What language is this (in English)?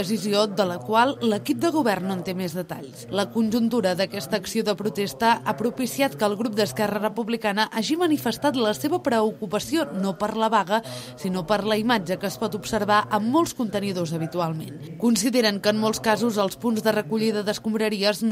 Catalan